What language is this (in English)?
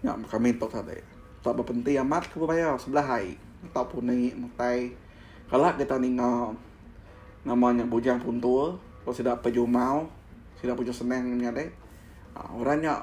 Iban